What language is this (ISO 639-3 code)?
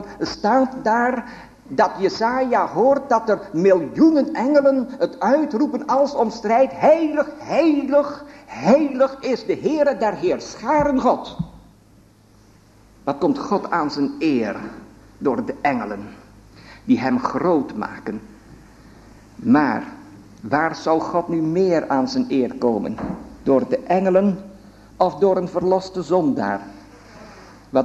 nld